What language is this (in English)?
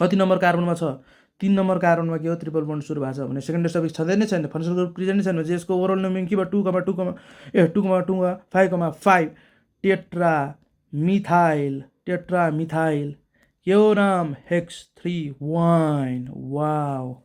Nepali